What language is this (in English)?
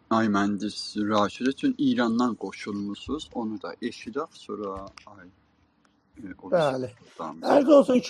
South Azerbaijani